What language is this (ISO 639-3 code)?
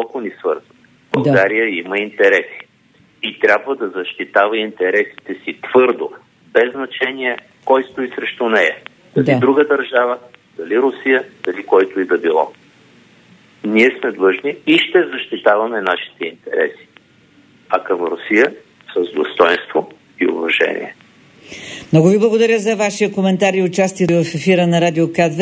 bul